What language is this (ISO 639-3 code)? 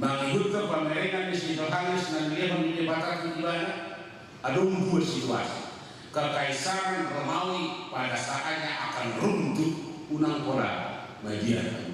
bbc